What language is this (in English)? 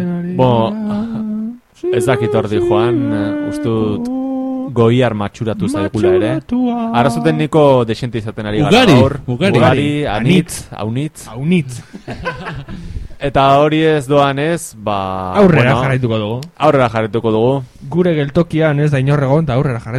Basque